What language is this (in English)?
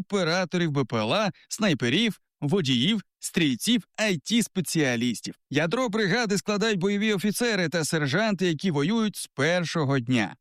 Ukrainian